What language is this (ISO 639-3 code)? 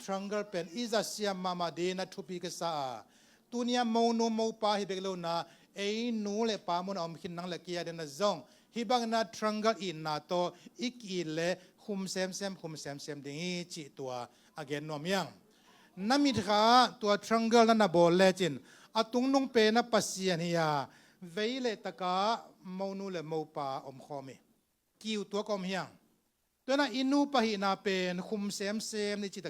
ctd